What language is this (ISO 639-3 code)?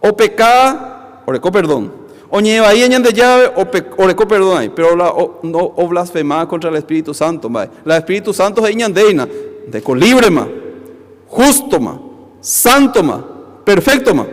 grn